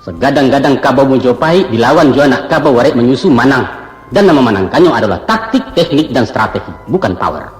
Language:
Minangkabau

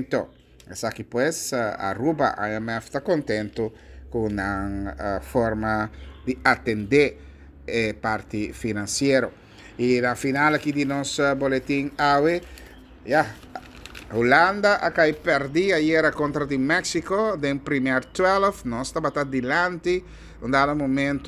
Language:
Papiamento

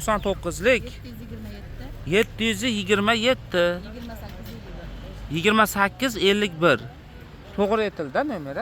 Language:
Uzbek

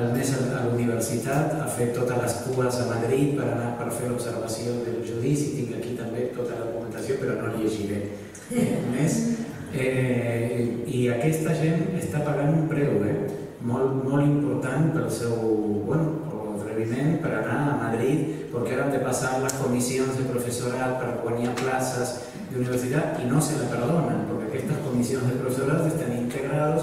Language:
Catalan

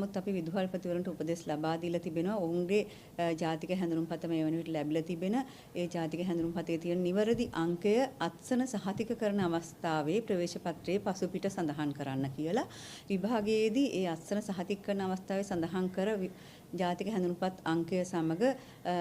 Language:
Sinhala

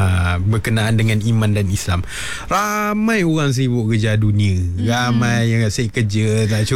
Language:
Malay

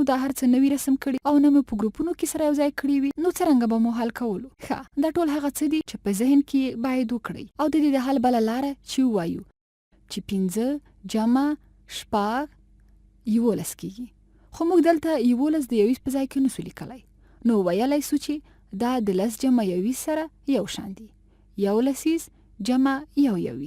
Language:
Pashto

